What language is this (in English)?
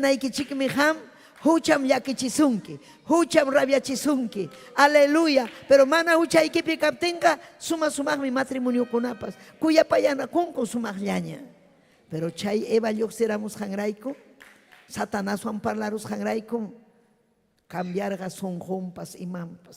Ayacucho Quechua